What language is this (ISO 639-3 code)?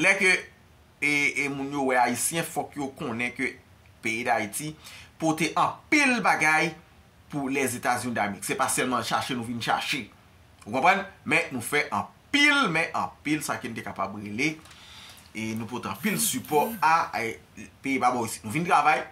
hat